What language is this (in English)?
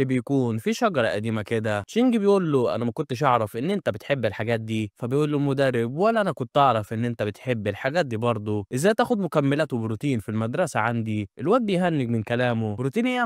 Egyptian Arabic